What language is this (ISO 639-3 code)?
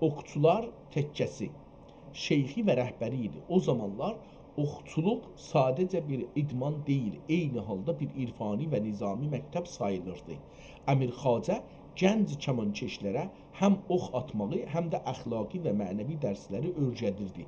azb